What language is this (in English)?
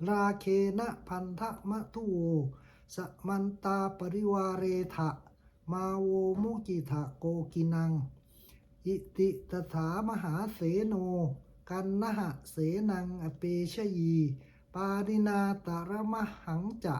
Pali